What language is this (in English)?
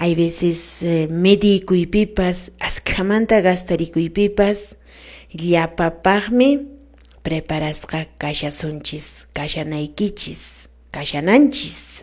Quechua